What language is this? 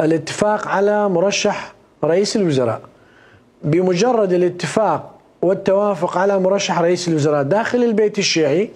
Mesopotamian Arabic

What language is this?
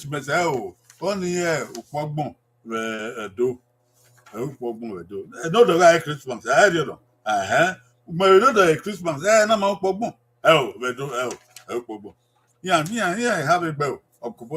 Bini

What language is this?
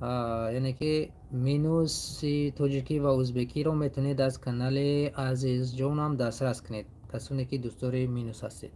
Tajik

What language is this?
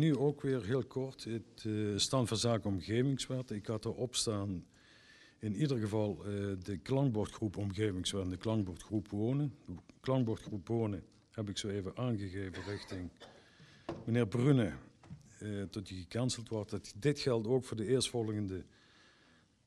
Dutch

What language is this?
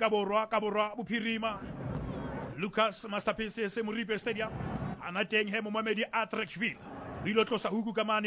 Southern Sotho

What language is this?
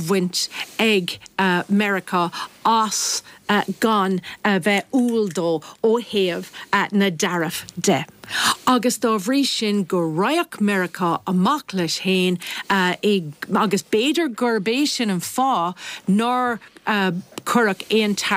Irish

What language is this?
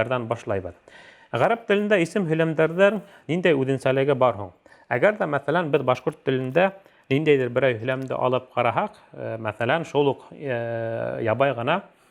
Bashkir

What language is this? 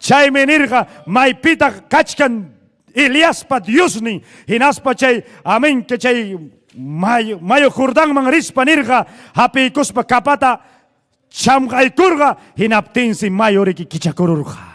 Ayacucho Quechua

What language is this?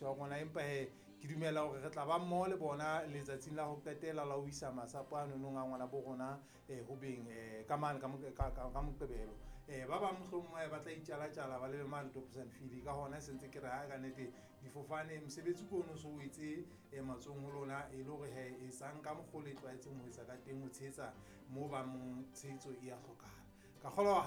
Southern Sotho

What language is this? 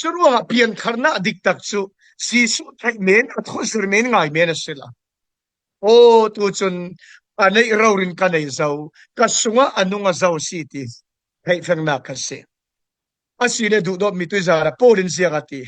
Falam Chin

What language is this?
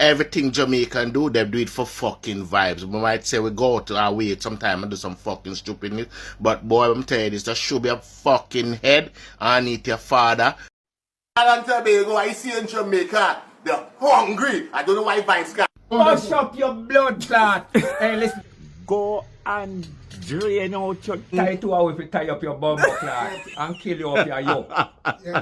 Jamaican Creole English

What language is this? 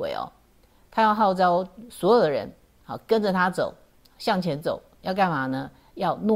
Chinese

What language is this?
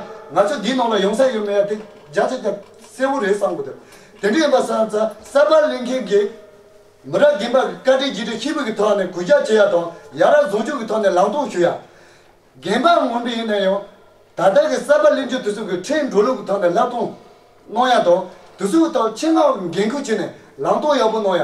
Tibetan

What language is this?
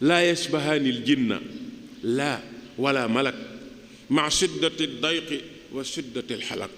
Wolof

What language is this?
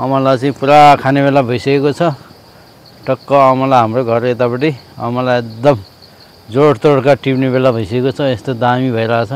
Nepali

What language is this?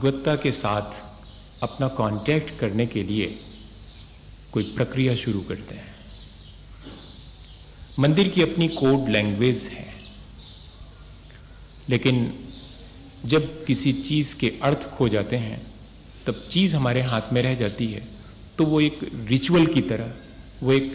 Hindi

